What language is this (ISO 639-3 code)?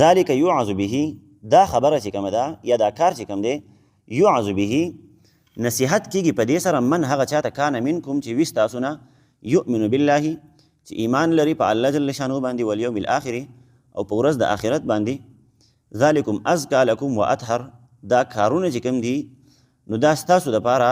pus